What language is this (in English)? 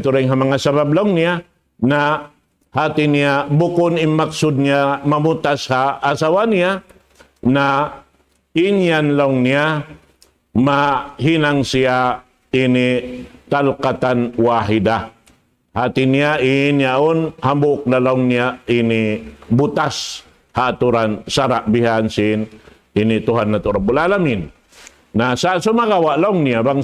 Tausug